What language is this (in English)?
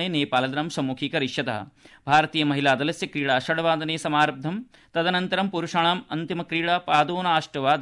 Sanskrit